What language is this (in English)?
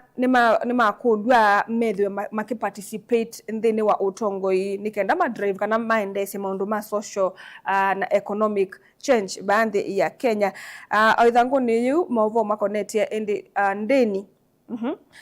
Kamba